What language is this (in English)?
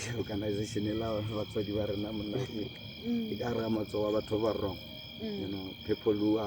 Northern Sotho